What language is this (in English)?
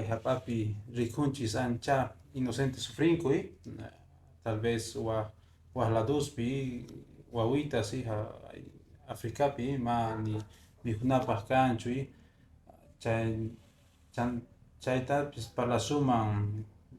Quechua